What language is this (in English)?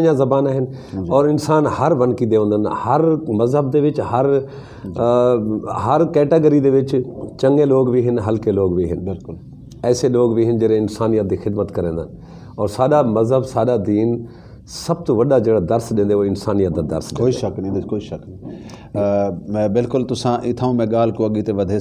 Saraiki